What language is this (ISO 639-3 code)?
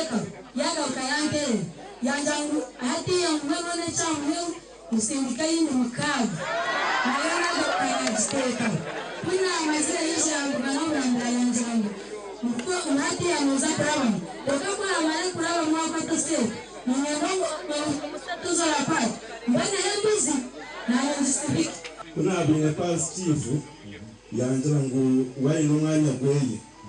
nyn